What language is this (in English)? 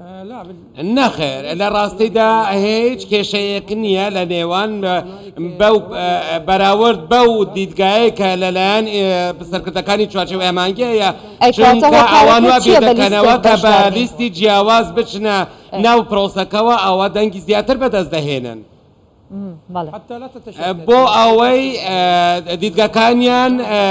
Central Kurdish